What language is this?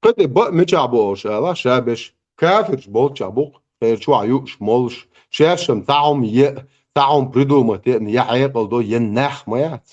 Chechen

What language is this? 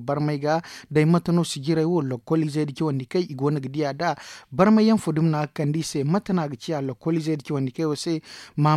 Zarma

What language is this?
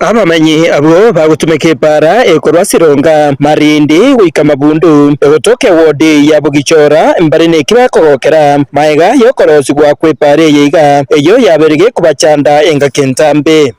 Gusii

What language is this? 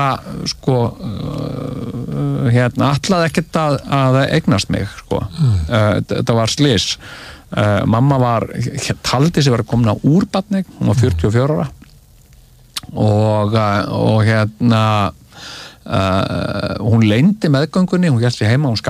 Icelandic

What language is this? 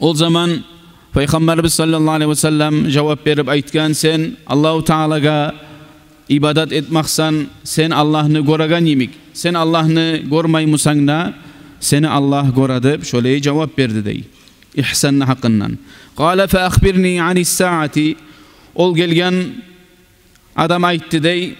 Kumyk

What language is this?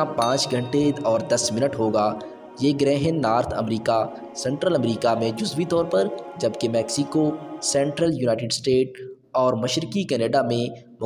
Urdu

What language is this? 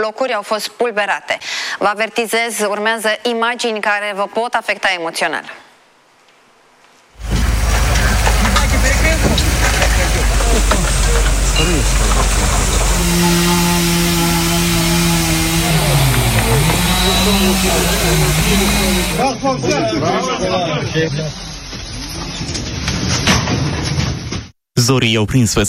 Romanian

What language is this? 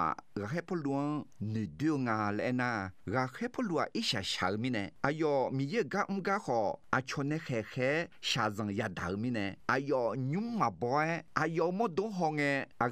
Akha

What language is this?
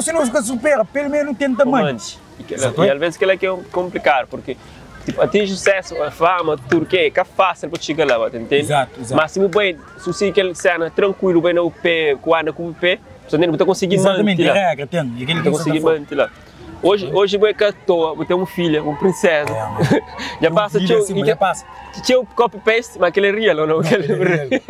Kabuverdianu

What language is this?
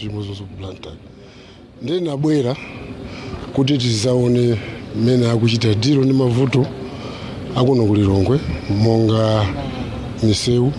Nyanja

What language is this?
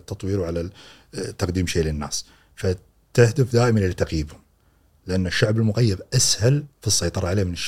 Gulf Arabic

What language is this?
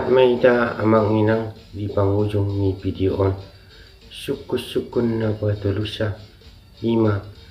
Batak Toba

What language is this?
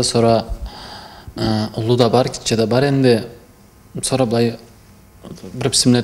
Karachay-Balkar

